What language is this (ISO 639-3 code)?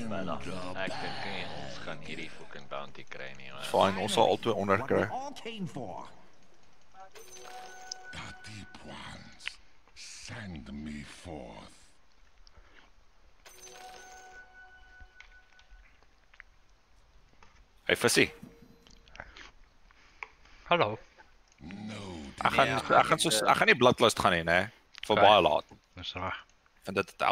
afr